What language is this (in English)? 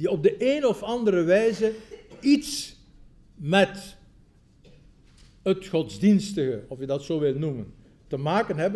Dutch